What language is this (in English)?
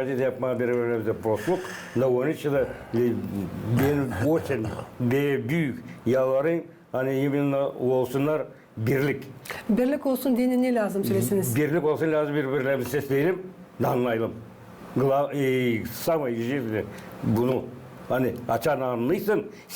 Gagauz